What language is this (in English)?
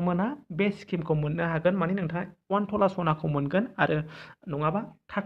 Bodo